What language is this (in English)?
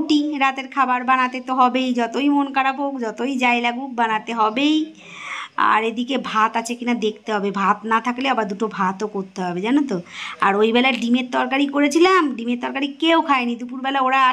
Bangla